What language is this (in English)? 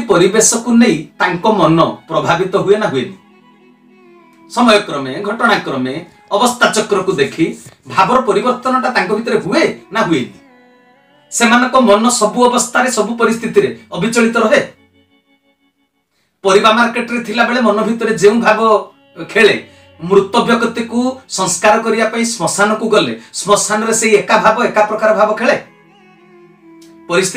Odia